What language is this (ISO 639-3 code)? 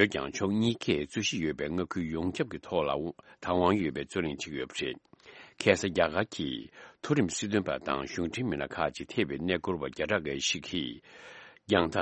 bod